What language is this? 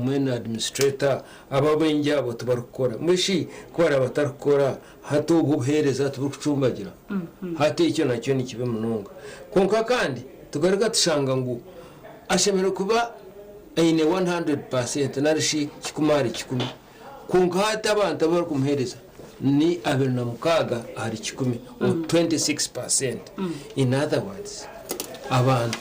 Nyankole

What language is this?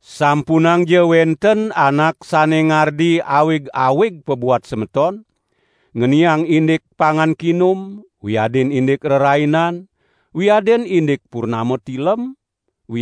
Balinese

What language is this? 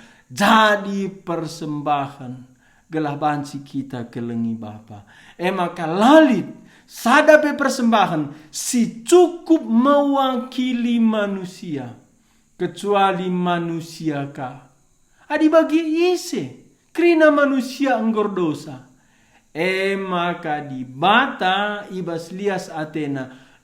Batak Karo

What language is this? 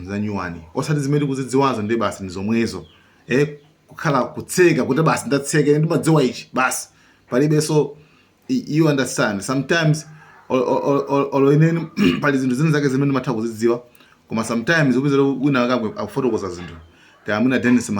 Nyanja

